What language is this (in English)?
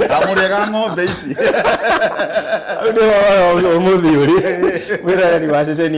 Kikuyu